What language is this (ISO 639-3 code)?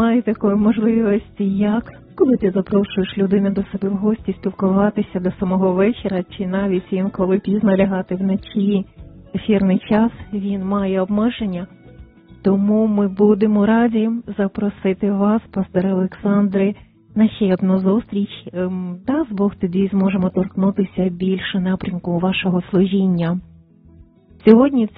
ukr